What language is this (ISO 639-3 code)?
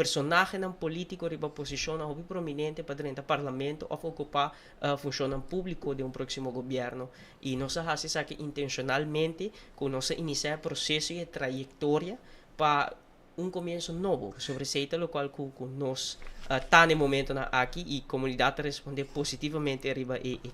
pap